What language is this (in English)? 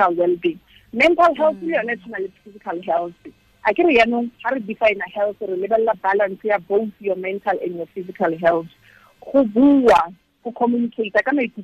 Tswana